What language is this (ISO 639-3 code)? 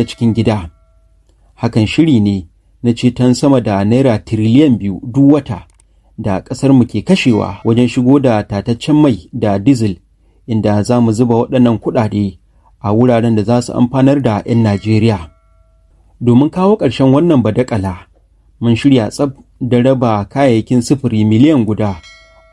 hau